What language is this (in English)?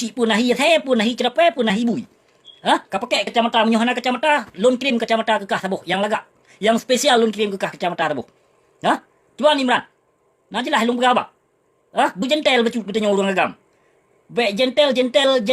Achinese